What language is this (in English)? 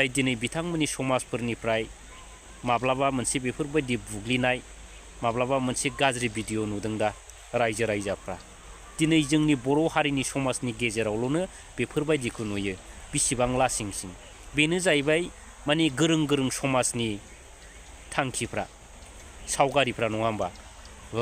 Bodo